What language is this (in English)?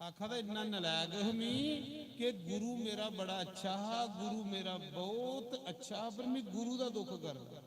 Dogri